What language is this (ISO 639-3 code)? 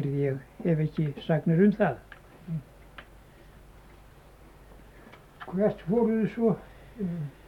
isl